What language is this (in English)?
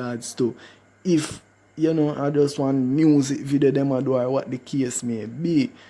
Jamaican Creole English